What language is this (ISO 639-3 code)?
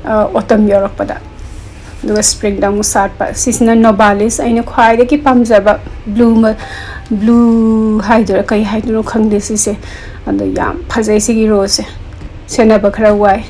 mni